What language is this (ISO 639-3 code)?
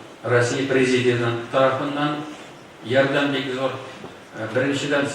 tat